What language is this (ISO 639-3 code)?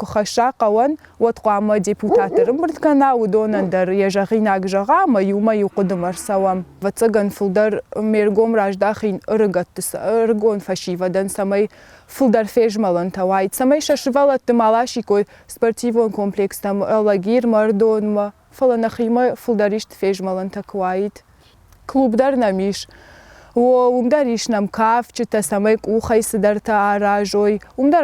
oss